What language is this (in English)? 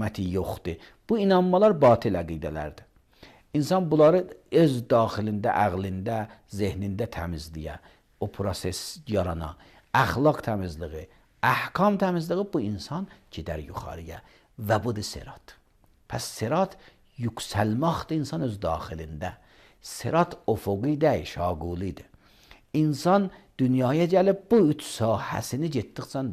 Azerbaijani